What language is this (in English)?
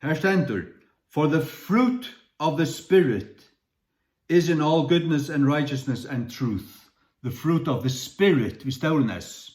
Faroese